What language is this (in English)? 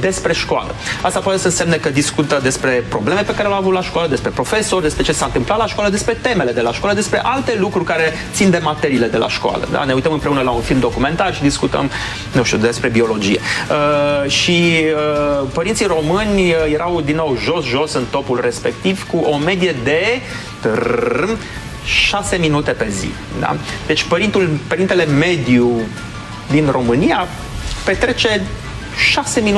Romanian